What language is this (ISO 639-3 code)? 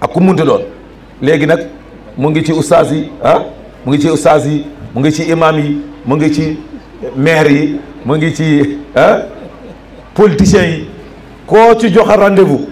wol